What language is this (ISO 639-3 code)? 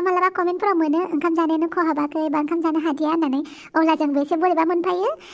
brx